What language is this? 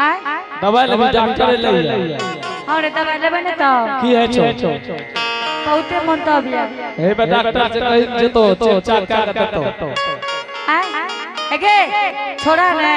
Angika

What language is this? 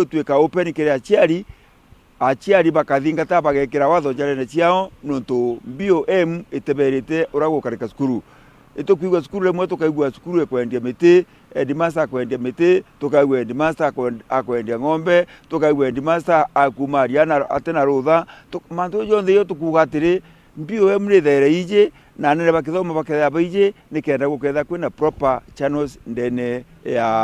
Meru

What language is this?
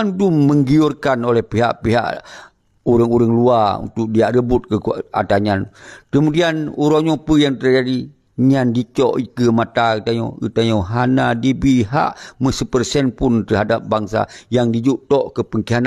Achinese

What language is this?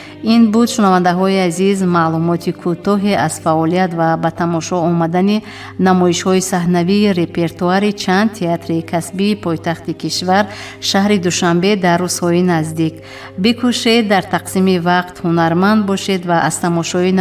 Tajik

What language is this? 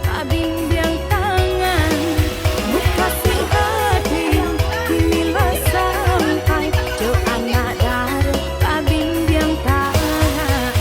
Minangkabau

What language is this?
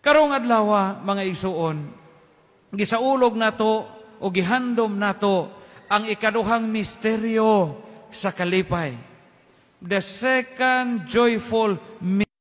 Cebuano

